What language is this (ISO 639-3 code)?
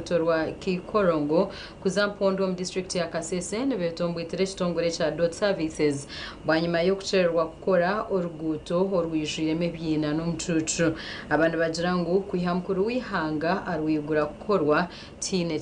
nyn